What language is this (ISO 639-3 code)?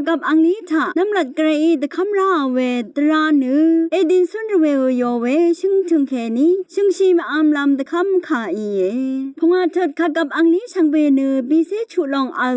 raw